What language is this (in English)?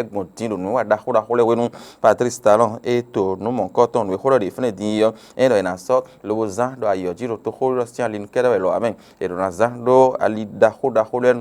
Fon